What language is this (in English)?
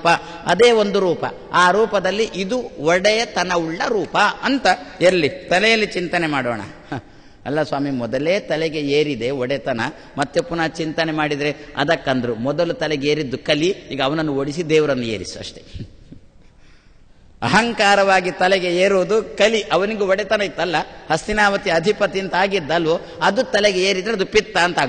Kannada